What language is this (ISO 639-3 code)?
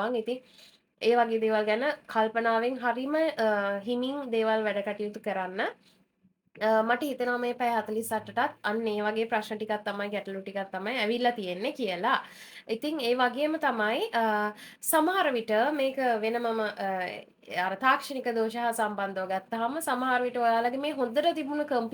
sin